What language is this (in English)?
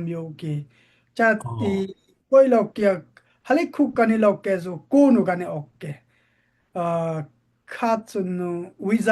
Daai Chin